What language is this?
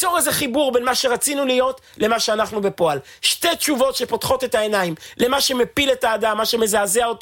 Hebrew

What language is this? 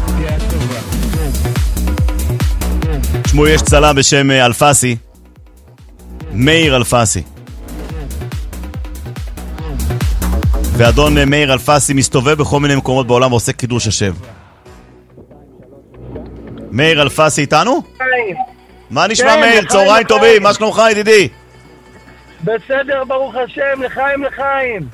Hebrew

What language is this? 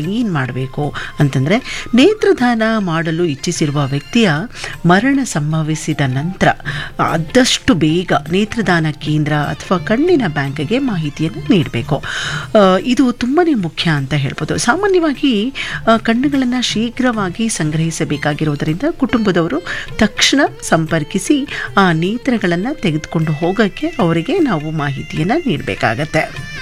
Kannada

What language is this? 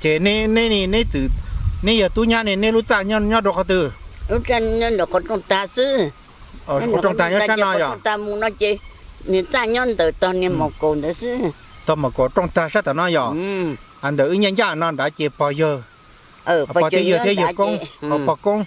Hmong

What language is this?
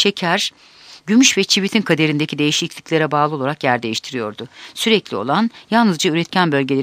Turkish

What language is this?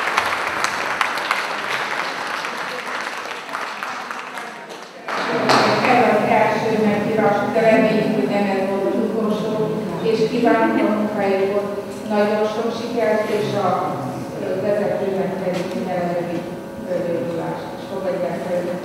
Hungarian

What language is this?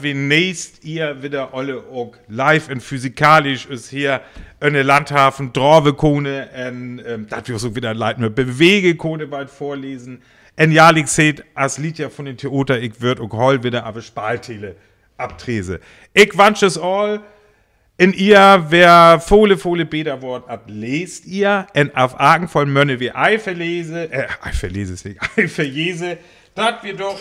Northern Frisian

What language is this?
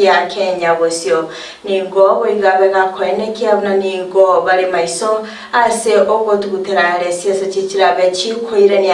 Gusii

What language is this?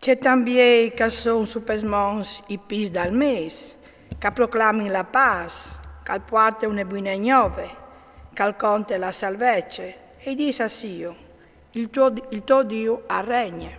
Friulian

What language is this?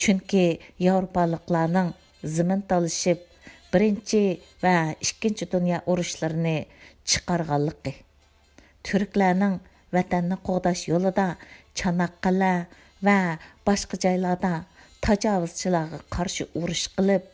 Uyghur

